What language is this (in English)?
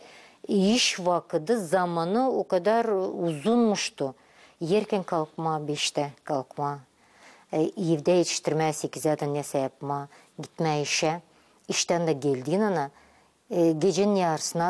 Gagauz